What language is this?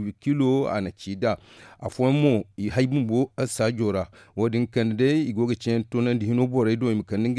Zarma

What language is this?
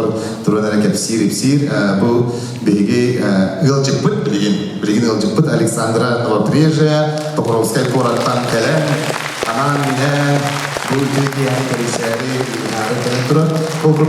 Yakut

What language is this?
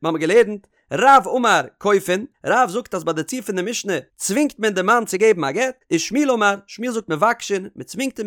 Yiddish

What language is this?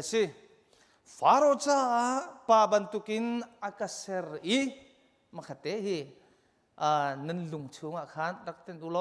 Hakha Chin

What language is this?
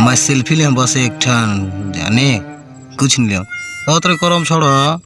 Chhattisgarhi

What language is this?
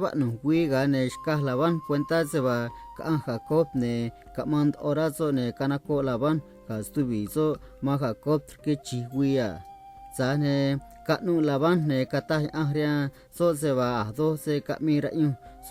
Copala Triqui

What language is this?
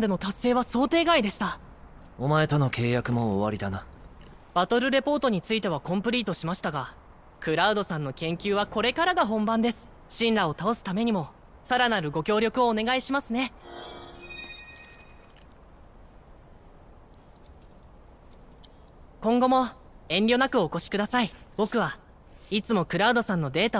Japanese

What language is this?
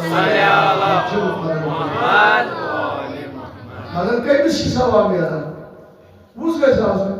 Kashmiri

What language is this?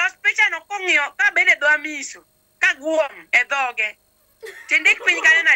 Luo (Kenya and Tanzania)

